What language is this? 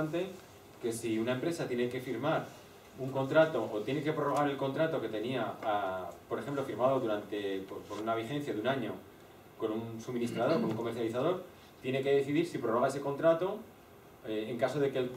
Spanish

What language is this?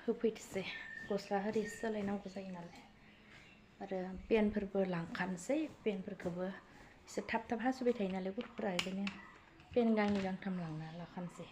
Bodo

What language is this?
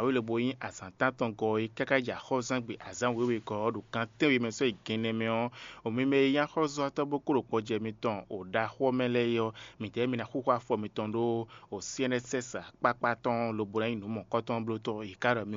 Fon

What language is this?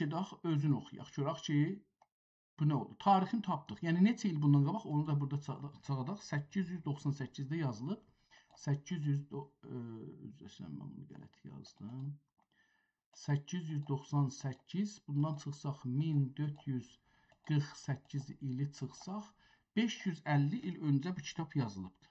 South Azerbaijani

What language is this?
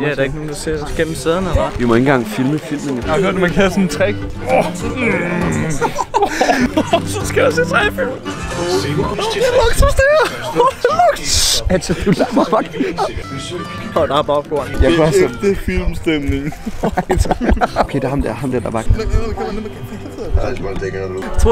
Danish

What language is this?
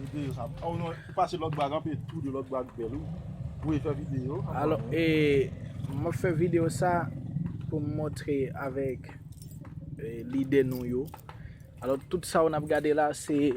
Haitian Creole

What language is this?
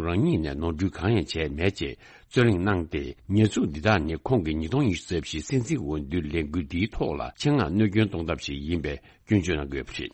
Tibetan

